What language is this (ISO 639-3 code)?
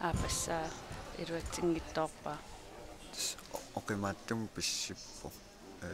kal